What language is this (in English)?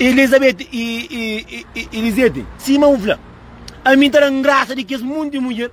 Kabuverdianu